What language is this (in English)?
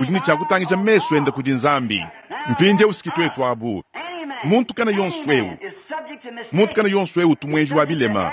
Luba-Lulua